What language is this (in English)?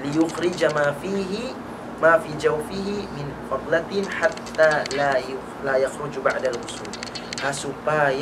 Tausug